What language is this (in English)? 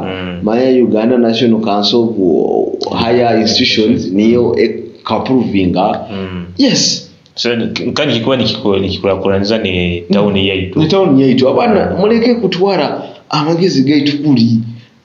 Nyoro